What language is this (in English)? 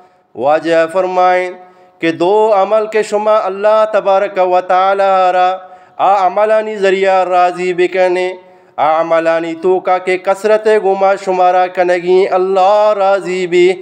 Eastern Balochi